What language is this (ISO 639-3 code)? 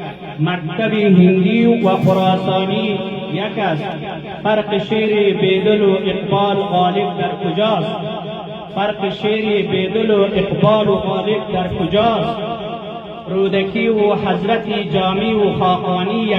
fas